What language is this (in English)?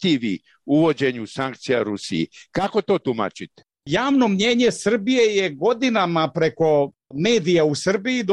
Serbian